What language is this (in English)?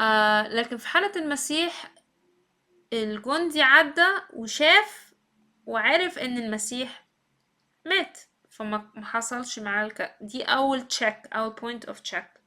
Egyptian Arabic